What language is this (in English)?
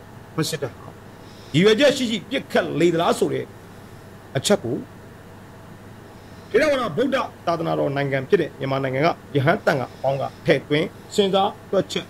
Burmese